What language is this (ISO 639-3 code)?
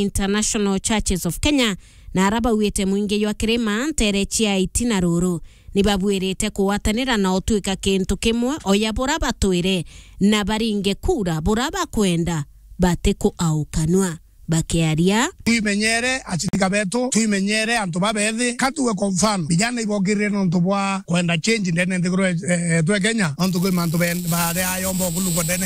mer